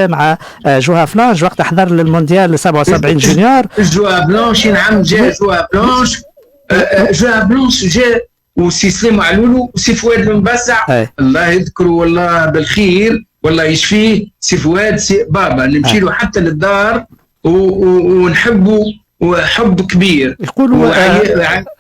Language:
Tunisian Arabic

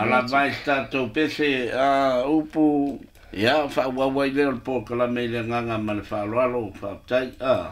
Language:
Samoan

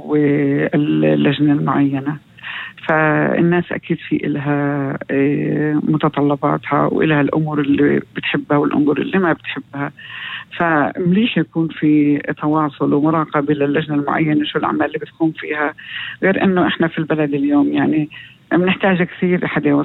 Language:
North Levantine Arabic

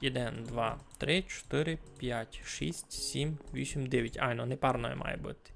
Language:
Rusyn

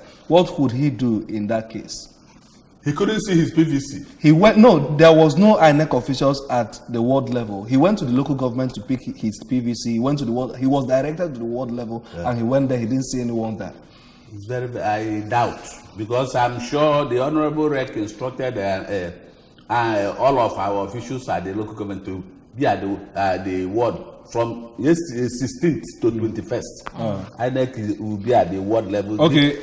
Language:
English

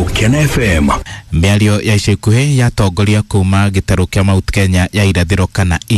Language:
Kikuyu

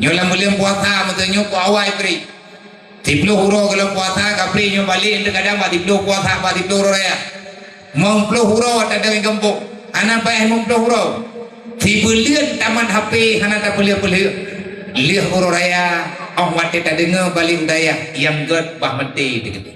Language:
Achinese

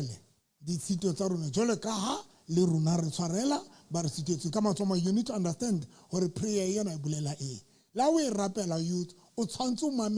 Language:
Southern Sotho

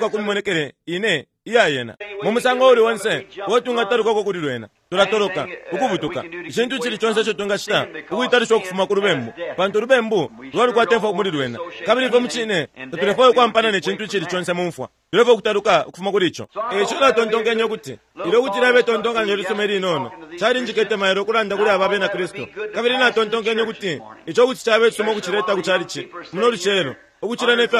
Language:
Bemba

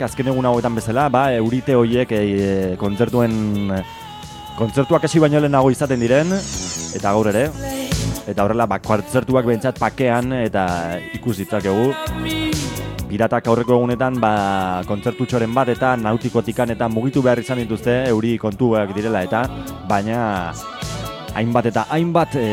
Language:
Basque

